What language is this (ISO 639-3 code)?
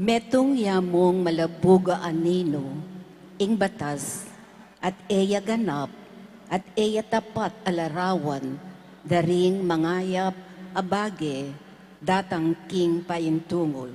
pam